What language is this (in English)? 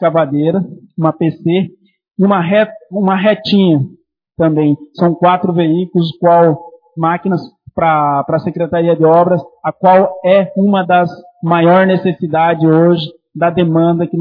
Portuguese